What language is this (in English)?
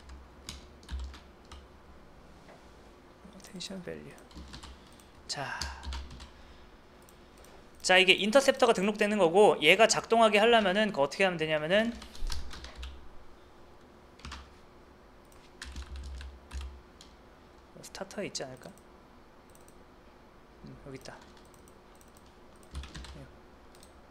Korean